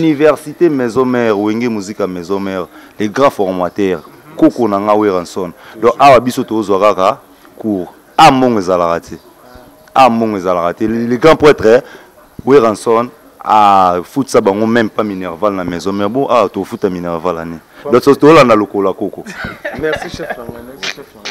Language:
Lingala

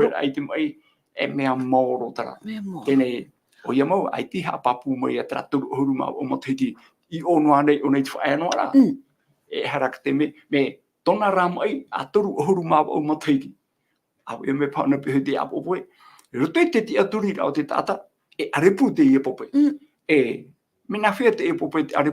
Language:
Tahitian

